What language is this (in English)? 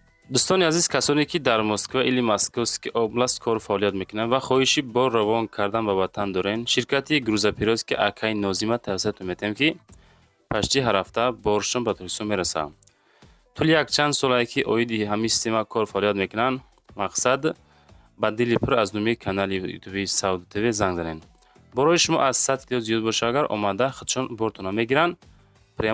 Tajik